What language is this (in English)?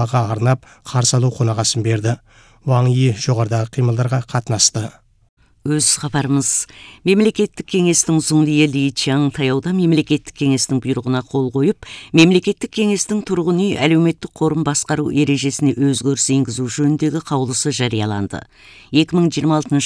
Kazakh